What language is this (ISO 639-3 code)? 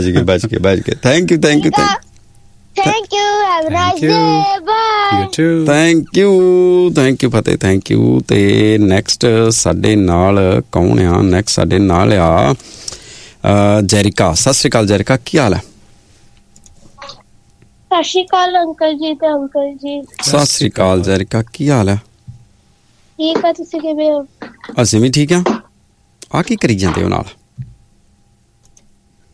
pan